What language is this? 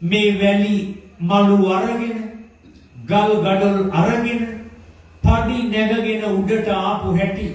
Sinhala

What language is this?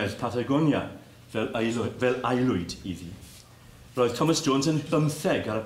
Welsh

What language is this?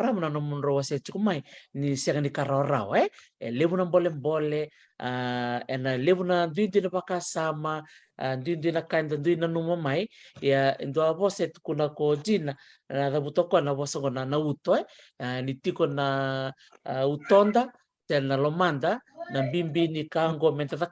Fijian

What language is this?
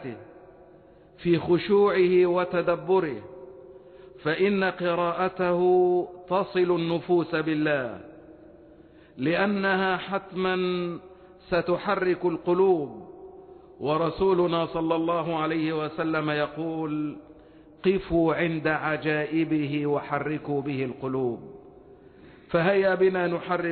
Arabic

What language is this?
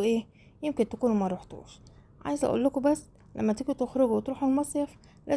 Egyptian Arabic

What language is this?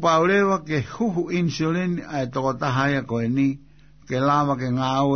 Tongan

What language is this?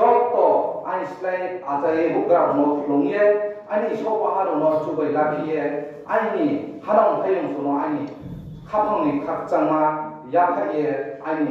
Riang (India)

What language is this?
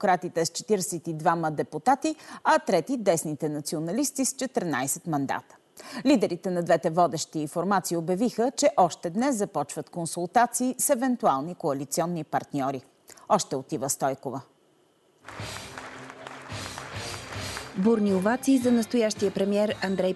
Bulgarian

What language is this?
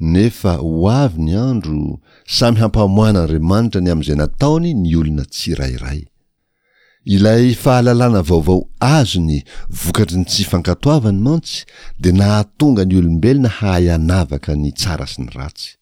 Malagasy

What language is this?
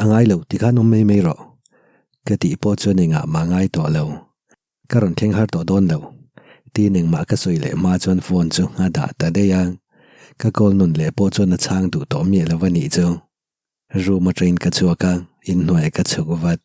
Mizo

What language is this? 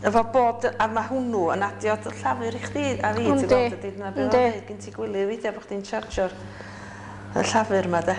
Welsh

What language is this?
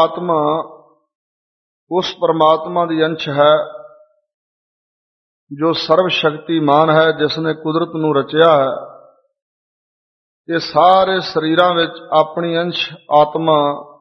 Punjabi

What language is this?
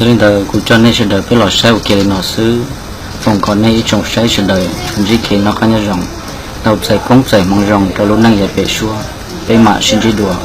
Hmong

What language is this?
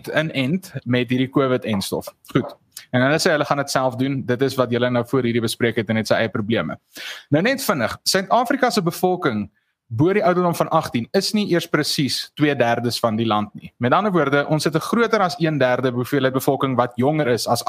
Afrikaans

